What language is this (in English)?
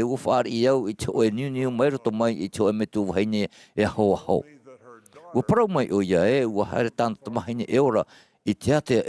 Tahitian